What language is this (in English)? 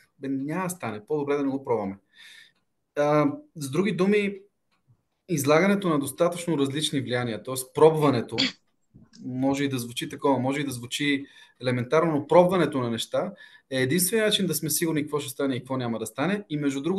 Bulgarian